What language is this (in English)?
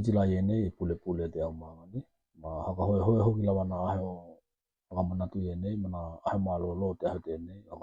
Tokelau